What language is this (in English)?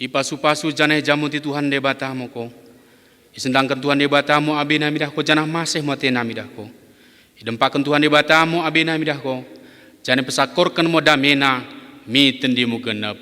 Batak Dairi